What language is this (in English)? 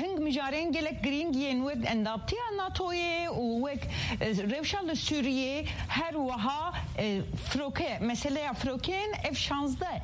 Kurdish